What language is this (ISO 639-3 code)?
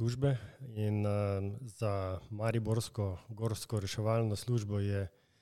slv